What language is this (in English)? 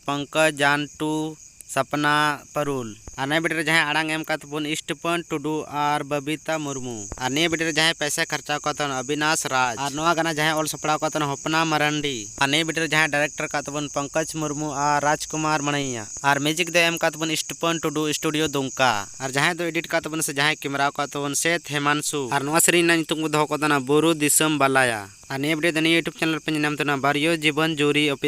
Santali